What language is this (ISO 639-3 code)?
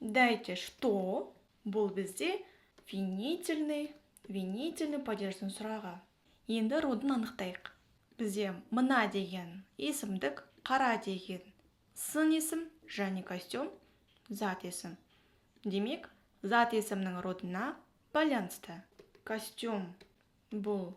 kaz